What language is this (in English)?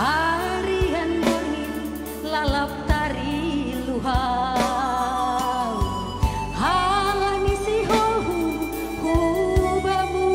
Batak Simalungun